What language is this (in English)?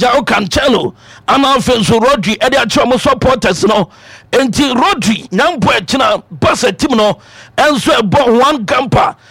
Akan